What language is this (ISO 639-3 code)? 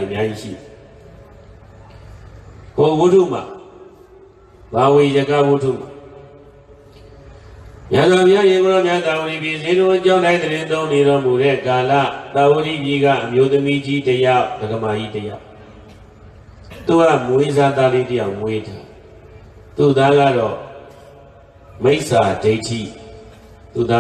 mya